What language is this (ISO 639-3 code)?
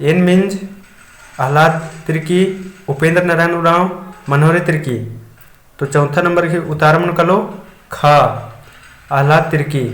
kru